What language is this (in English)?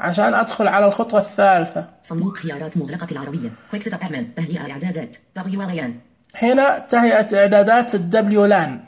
Najdi Arabic